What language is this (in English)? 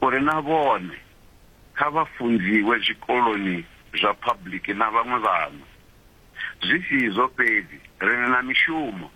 Venda